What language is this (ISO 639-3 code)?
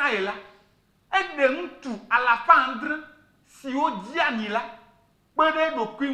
ewe